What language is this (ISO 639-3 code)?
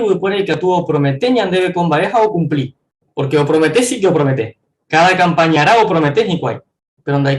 grn